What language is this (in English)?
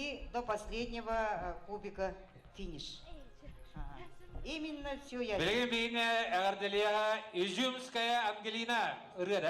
Yakut